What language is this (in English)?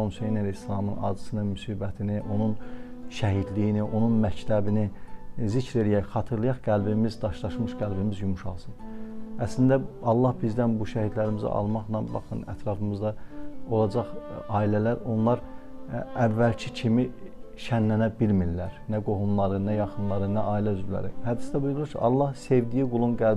Azerbaijani